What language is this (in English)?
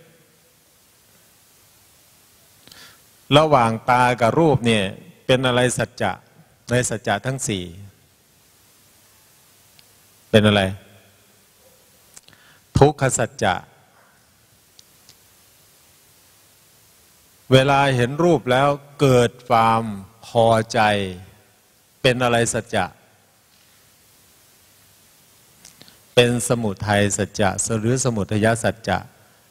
Thai